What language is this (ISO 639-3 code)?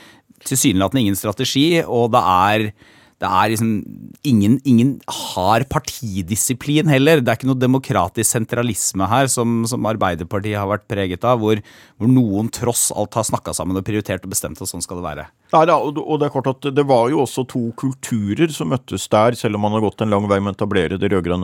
nor